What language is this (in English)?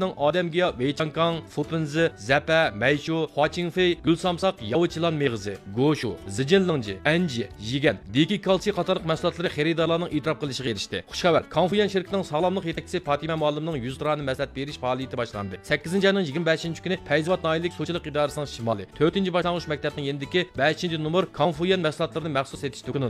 Uyghur